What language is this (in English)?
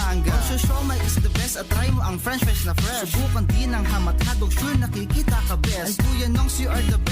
Bikol